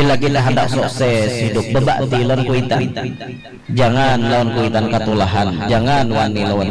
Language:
Banjar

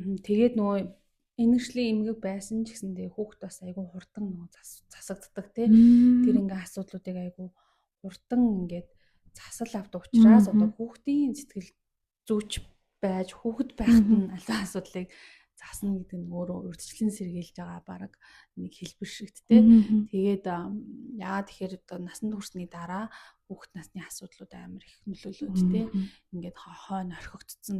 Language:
Mongolian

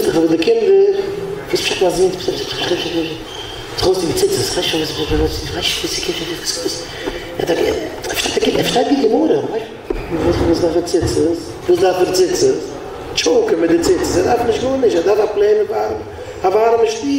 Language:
Yiddish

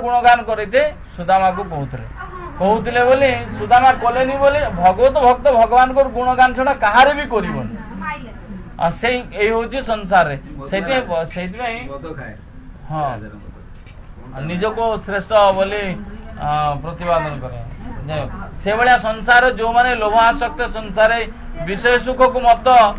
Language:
Odia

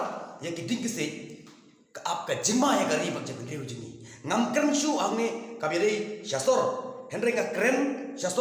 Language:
Khasi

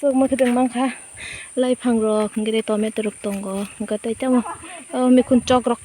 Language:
Kok Borok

